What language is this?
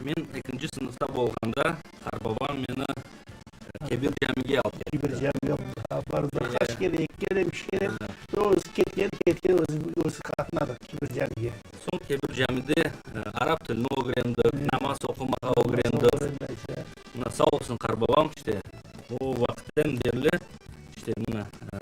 Crimean Tatar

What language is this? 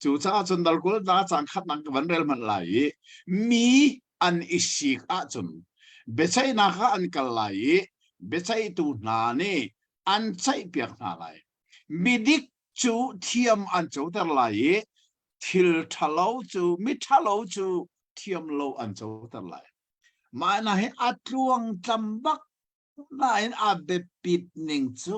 Hakha Chin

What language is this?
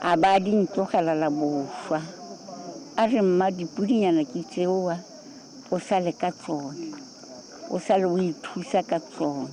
Tswana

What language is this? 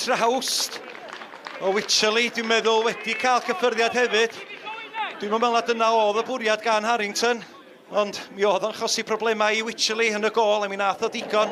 Welsh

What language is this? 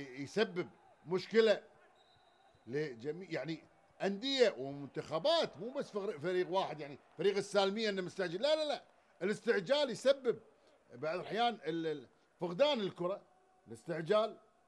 Gulf Arabic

